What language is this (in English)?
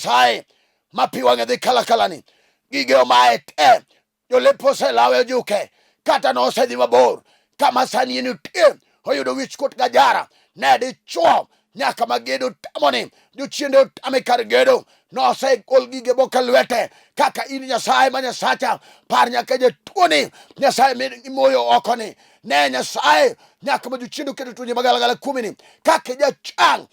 Luo (Kenya and Tanzania)